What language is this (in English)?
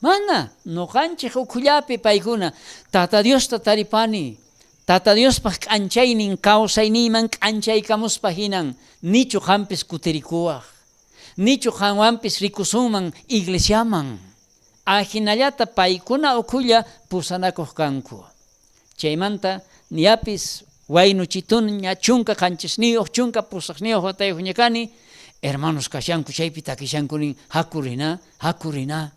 South Bolivian Quechua